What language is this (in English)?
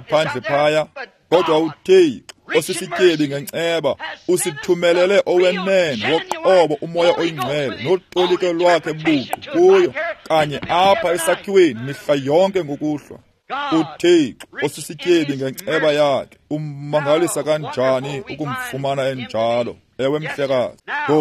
Xhosa